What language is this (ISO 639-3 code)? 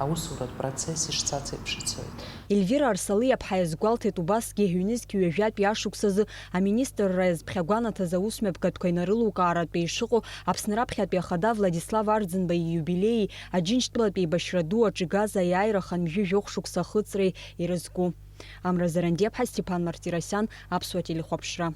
abk